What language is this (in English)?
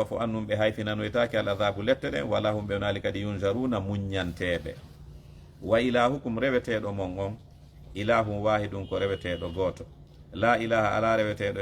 Fula